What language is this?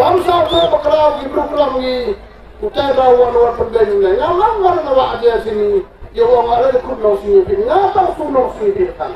Khasi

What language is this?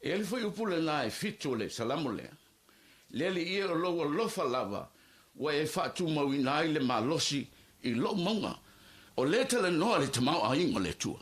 Samoan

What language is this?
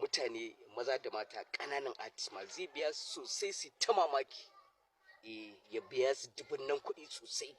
Hausa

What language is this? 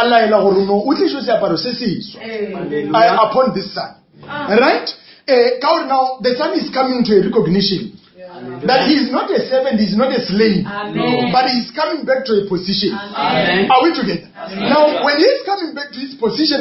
Northern Sotho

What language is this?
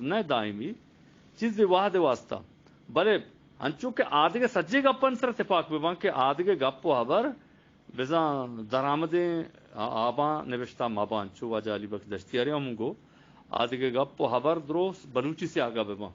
Eastern Balochi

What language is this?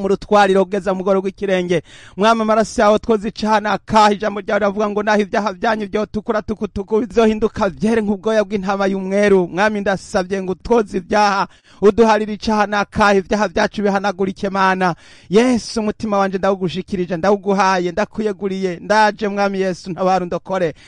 Rundi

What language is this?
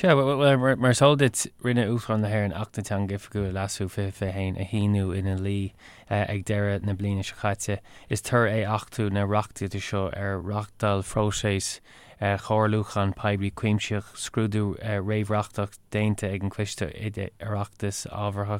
Irish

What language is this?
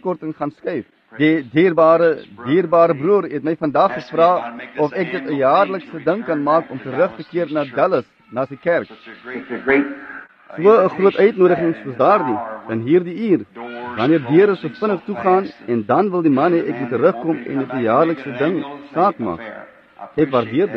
Afrikaans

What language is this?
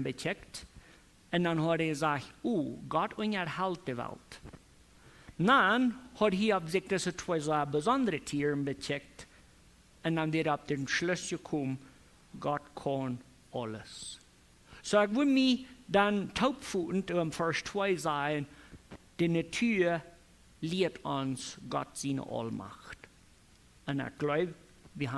Plautdietsch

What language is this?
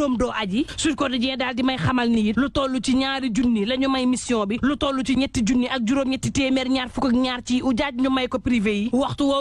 Wolof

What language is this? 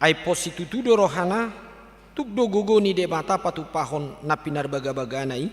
Batak Toba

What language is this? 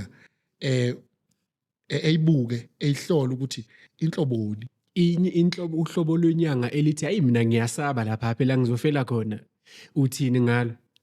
Zulu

